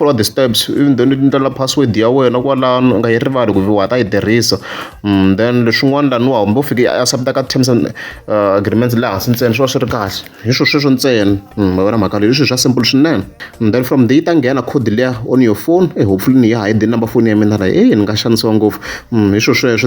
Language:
Tsonga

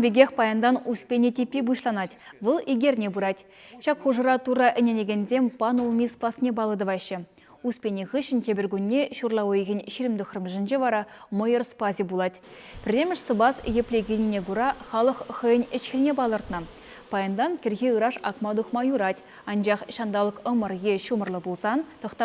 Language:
Chuvash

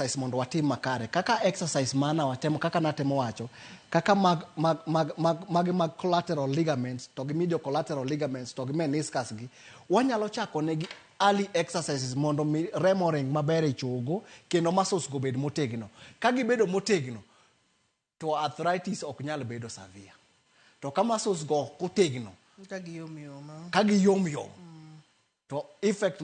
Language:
Luo (Kenya and Tanzania)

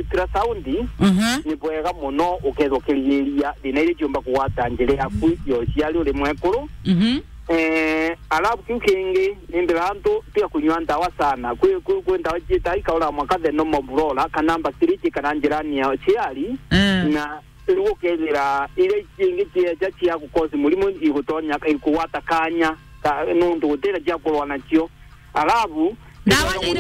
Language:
Meru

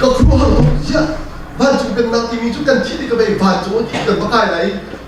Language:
Hakha Chin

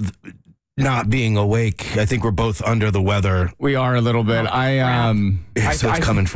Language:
English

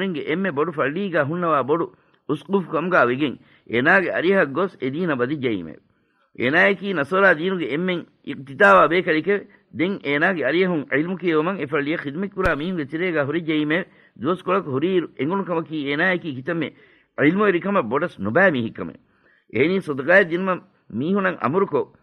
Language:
Divehi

